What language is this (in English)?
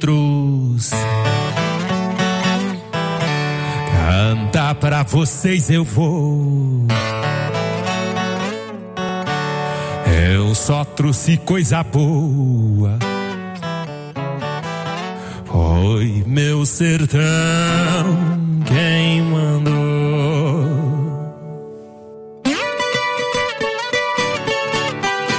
Portuguese